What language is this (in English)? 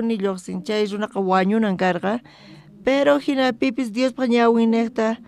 South Bolivian Quechua